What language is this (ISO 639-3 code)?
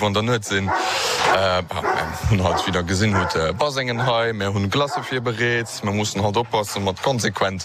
ltz